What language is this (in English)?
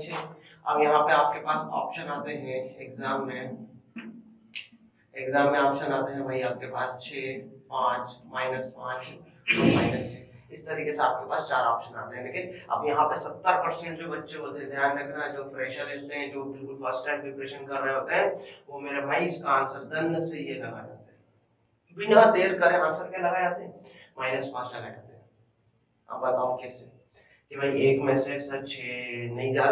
Hindi